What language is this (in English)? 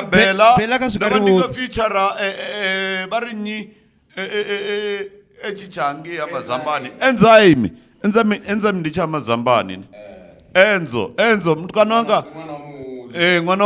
Venda